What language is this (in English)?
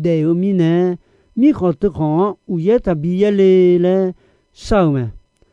Akha